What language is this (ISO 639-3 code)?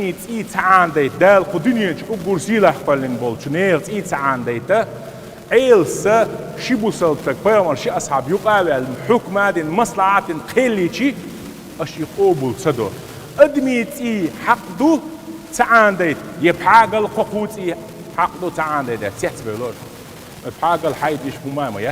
che